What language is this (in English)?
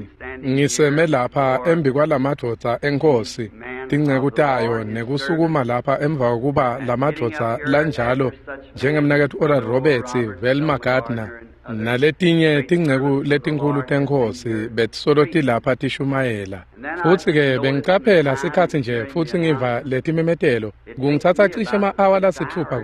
Swati